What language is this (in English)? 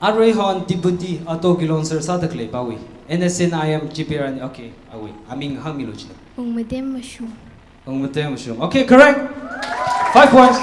Tangkhul Naga (India)